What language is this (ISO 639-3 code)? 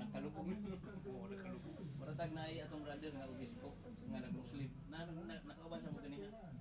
ceb